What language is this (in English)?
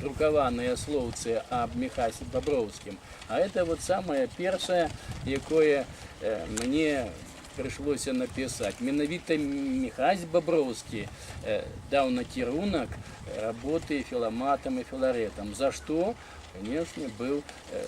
Belarusian